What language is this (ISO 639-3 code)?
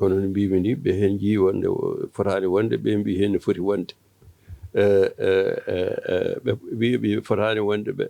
ful